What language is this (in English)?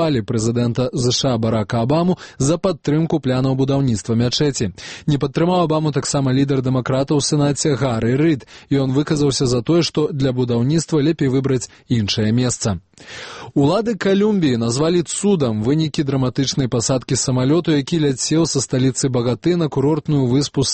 Belarusian